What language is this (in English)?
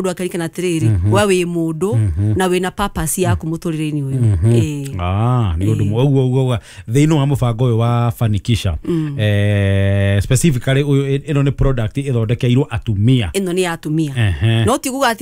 Kikuyu